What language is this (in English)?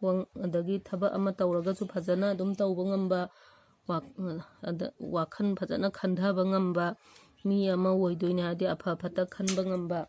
Manipuri